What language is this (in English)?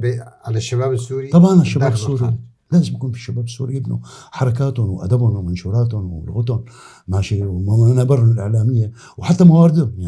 North Levantine Arabic